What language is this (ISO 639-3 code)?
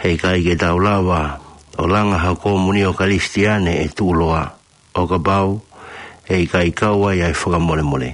ton